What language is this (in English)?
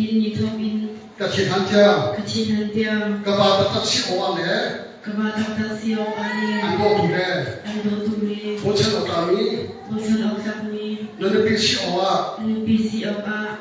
Hakha Chin